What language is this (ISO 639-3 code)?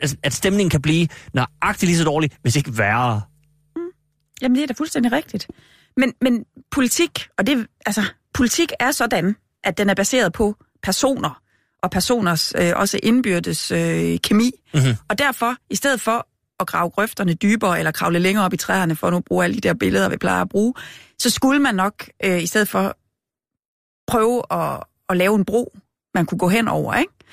dan